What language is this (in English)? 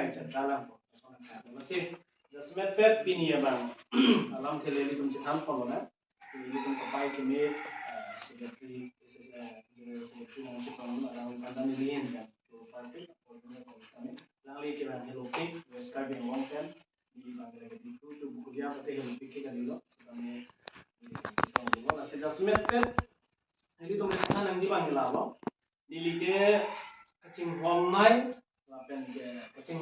Karbi